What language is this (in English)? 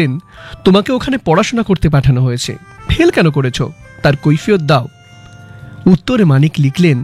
Bangla